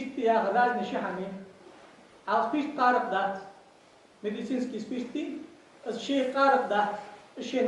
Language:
Ingush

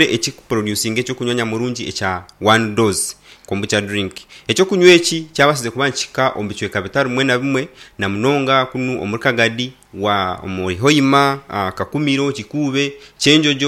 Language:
Nyankole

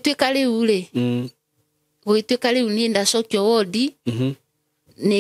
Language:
Kikuyu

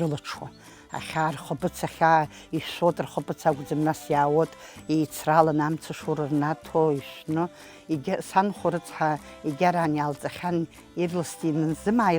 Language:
Abkhazian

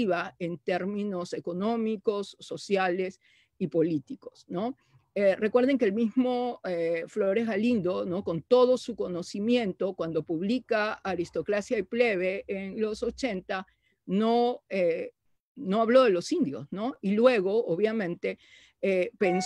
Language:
Spanish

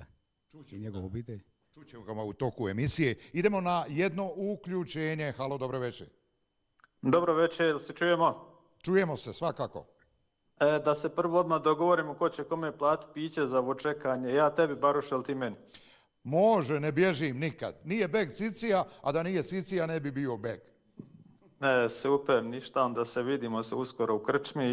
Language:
Bosnian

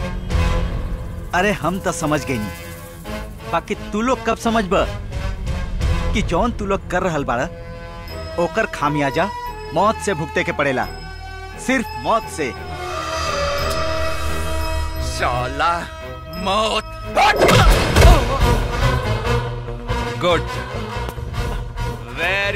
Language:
Bhojpuri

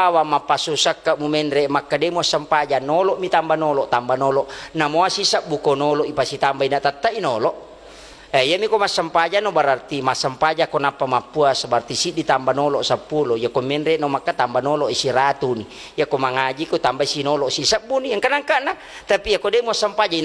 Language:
Buginese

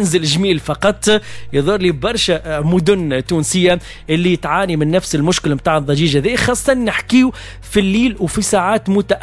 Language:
Tunisian Arabic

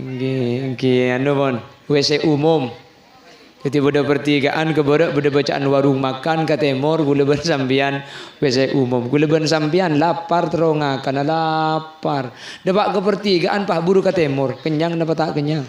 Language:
Madurese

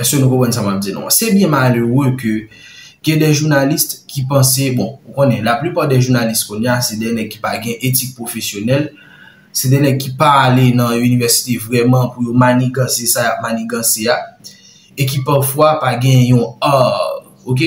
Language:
Haitian Creole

